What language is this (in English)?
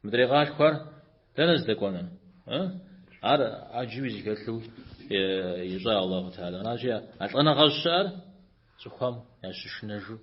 Kabardian